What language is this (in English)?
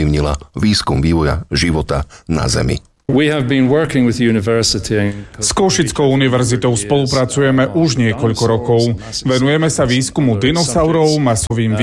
Slovak